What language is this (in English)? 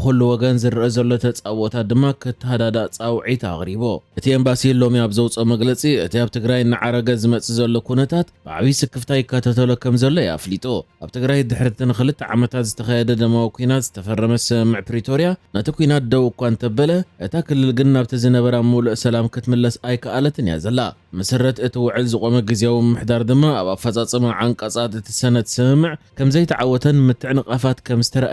Tigrinya